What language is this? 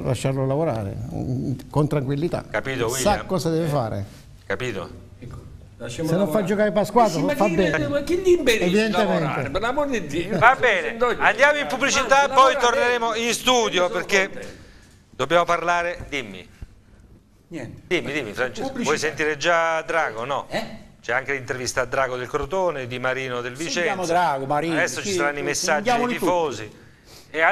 Italian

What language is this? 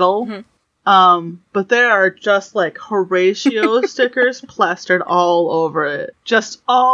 English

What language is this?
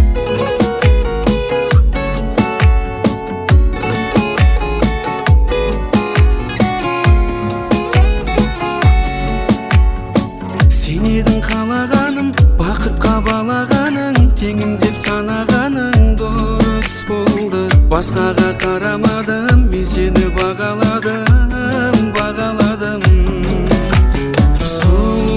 Kazakh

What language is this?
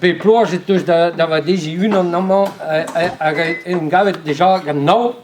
Breton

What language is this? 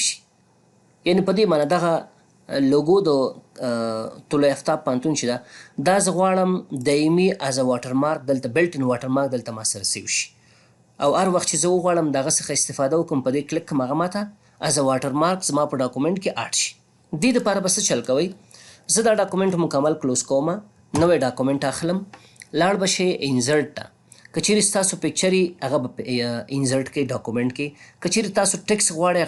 Pashto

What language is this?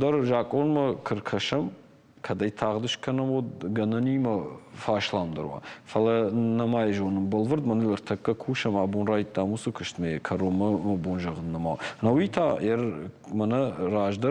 Ossetic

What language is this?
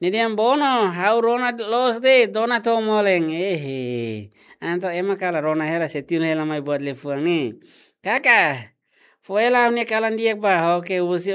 Tetum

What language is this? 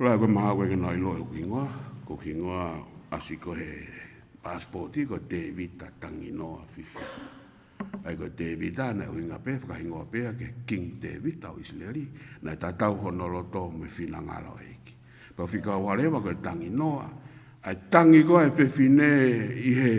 Tongan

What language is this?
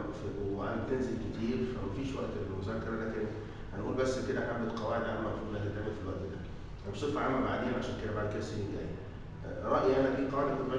Egyptian Arabic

